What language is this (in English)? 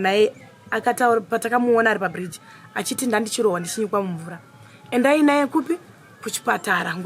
Shona